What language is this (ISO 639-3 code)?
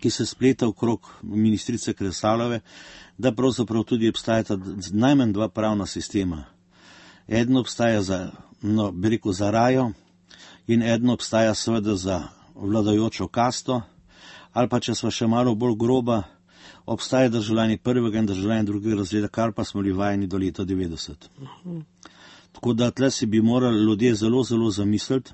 slv